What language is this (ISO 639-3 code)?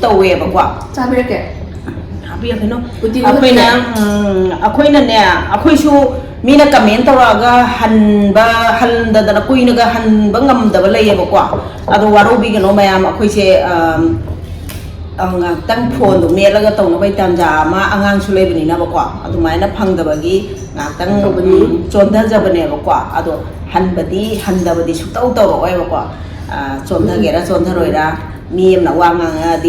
mni